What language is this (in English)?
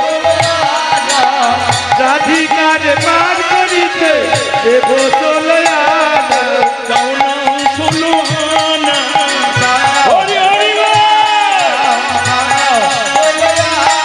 Bangla